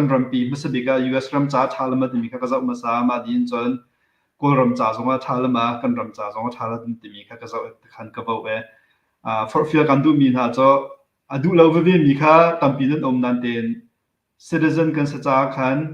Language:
Hakha Chin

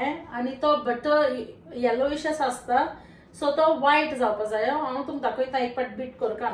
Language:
Konkani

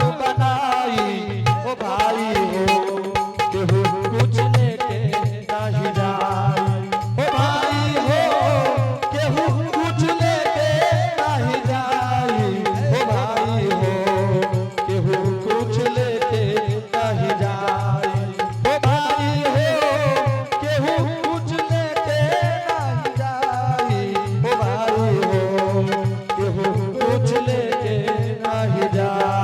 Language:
Angika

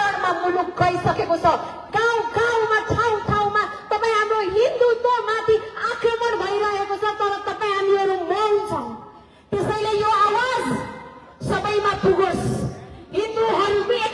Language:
Nepali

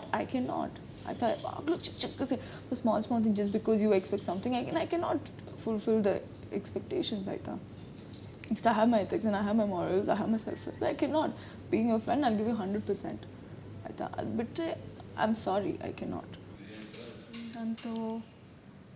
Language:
Kannada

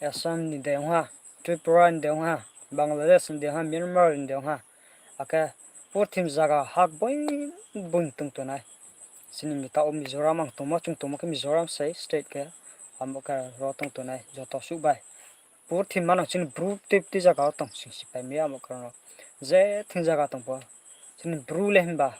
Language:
Riang (India)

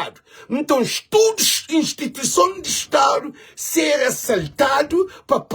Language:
Kabuverdianu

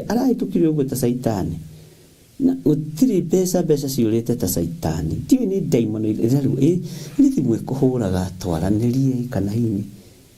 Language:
Kikuyu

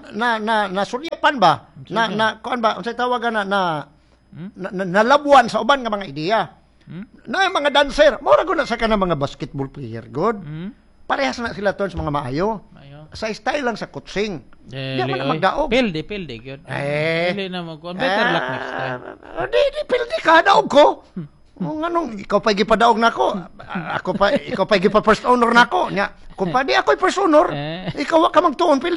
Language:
Cebuano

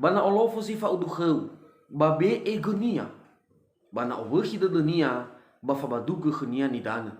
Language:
Nias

